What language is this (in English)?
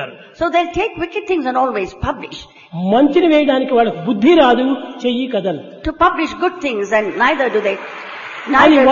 Telugu